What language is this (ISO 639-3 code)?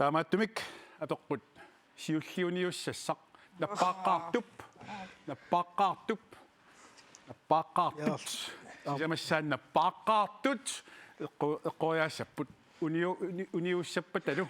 kal